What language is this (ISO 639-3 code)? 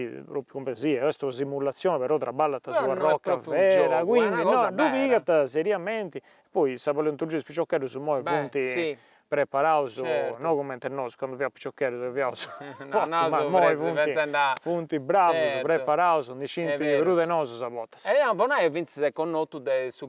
srd